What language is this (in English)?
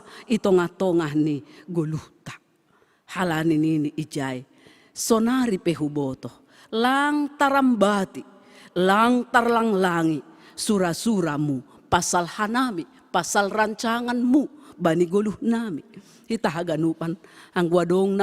Batak Simalungun